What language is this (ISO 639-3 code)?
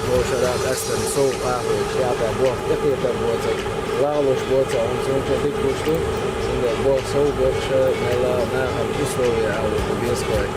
che